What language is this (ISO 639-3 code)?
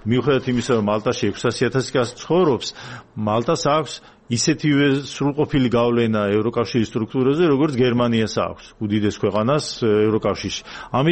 kat